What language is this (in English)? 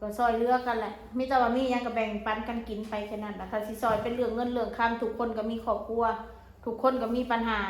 Northeastern Thai